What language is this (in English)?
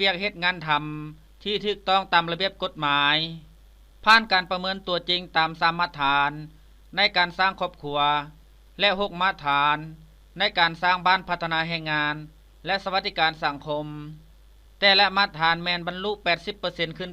Lao